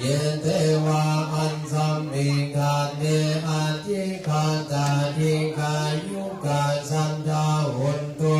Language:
Pali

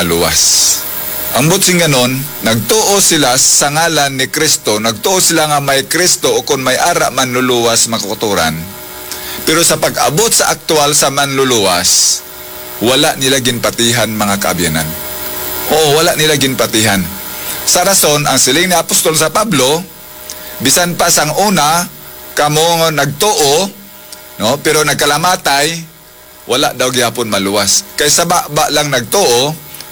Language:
Hiligaynon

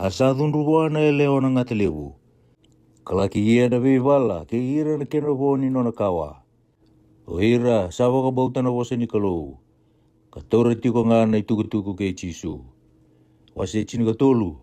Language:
Fijian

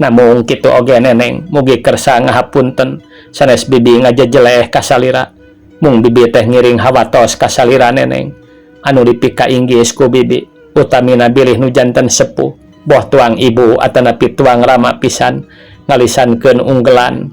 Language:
Sundanese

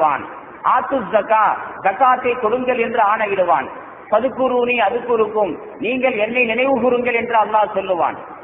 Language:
Tamil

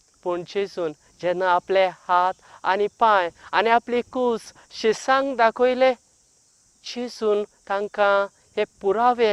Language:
Konkani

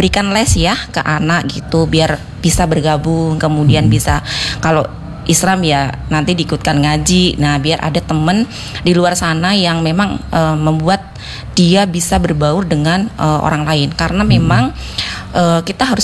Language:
Indonesian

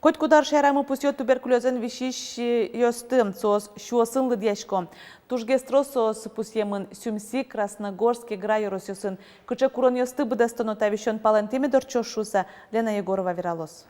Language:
Udmurt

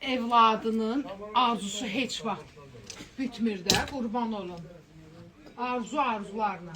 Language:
Azerbaijani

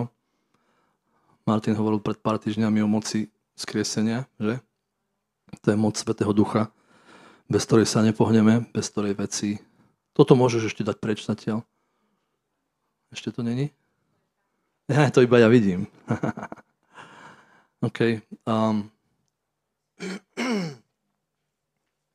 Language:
Slovak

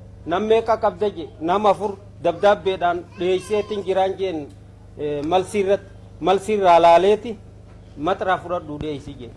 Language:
Oromo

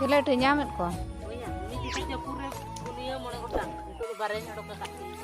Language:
Santali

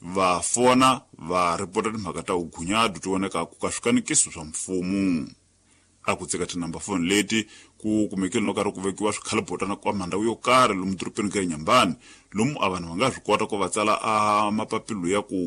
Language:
Tsonga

